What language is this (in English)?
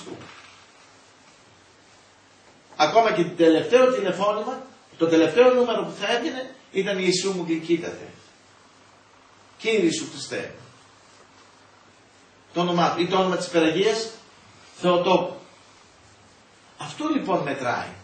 Greek